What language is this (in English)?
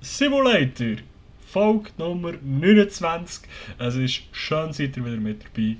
Swiss German